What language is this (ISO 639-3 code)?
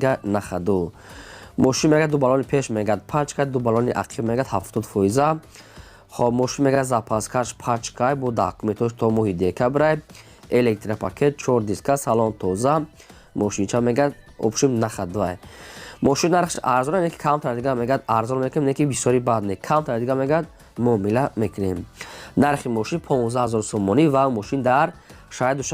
tgk